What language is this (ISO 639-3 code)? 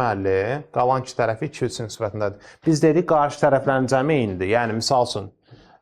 aze